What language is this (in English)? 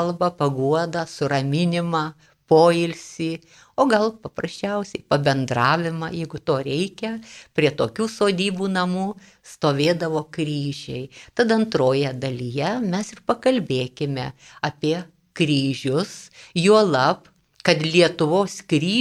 Lithuanian